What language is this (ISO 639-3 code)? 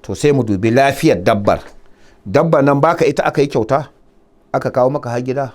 hau